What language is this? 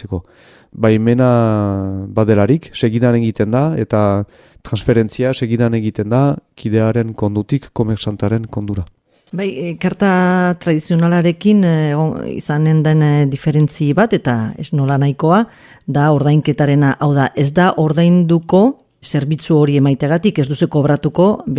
Basque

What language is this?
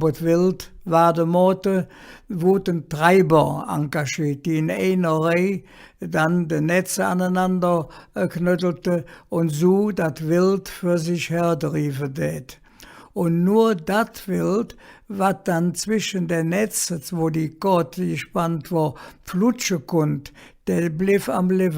Colognian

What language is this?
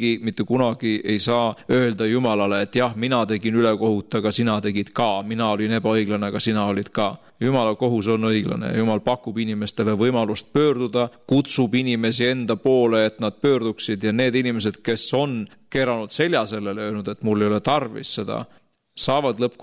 Estonian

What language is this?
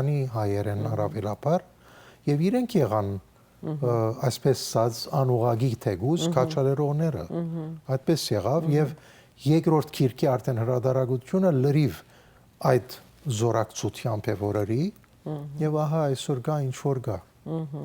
Western Armenian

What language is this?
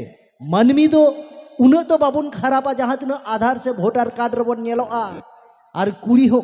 Santali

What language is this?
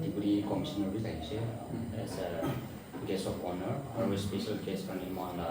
Naga Pidgin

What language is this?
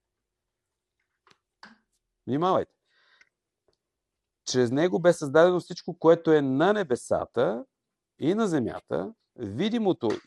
Bulgarian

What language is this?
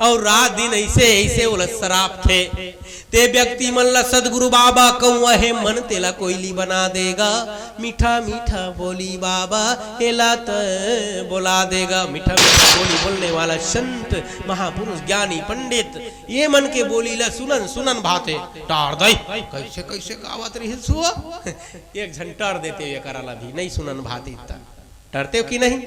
Chhattisgarhi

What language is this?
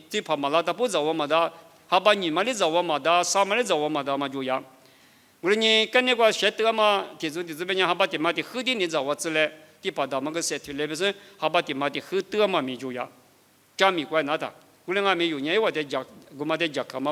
Lisu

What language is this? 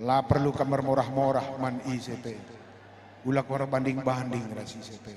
Batak Karo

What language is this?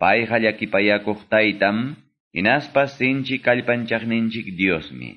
Quechua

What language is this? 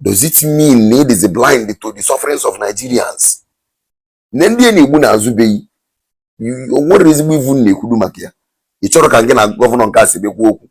Igbo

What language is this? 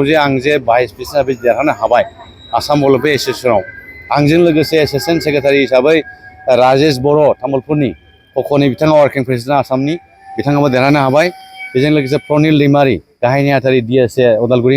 Bodo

